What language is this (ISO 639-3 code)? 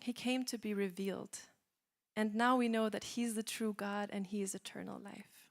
eng